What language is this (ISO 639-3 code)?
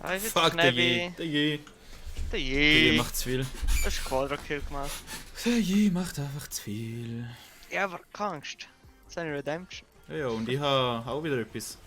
gsw